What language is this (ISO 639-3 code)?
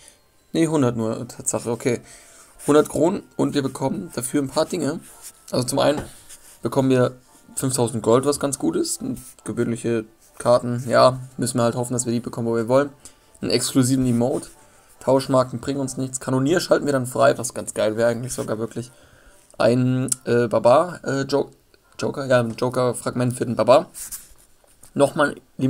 deu